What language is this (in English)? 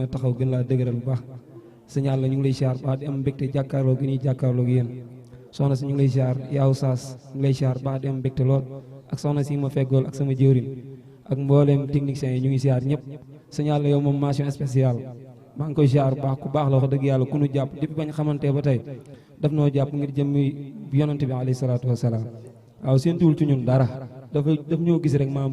Wolof